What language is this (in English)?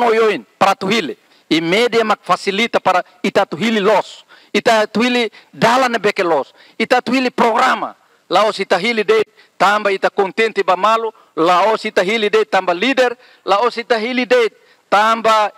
Tetum